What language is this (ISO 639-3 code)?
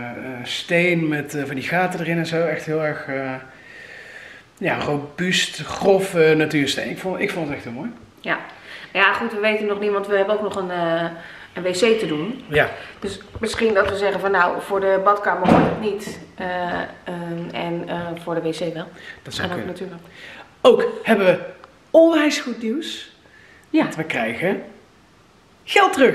nld